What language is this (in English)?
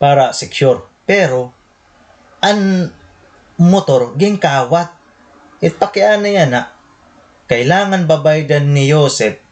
Waray